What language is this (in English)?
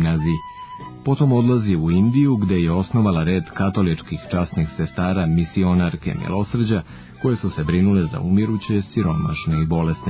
Serbian